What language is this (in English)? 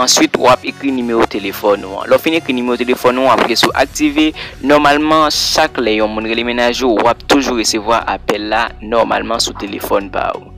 Haitian Creole